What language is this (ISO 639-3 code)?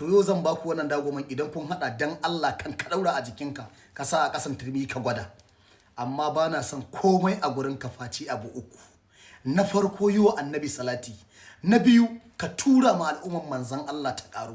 hau